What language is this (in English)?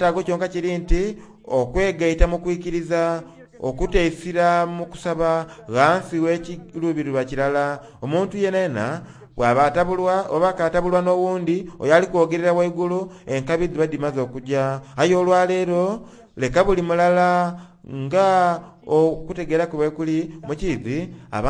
Soga